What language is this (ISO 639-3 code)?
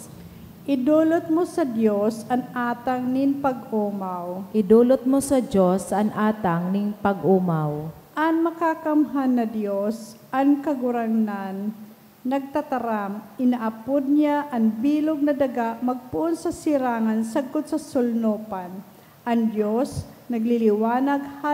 bik